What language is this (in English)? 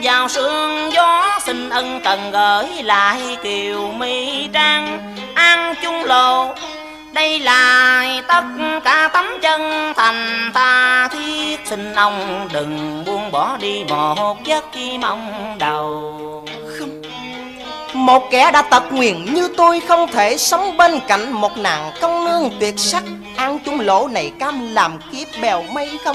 Vietnamese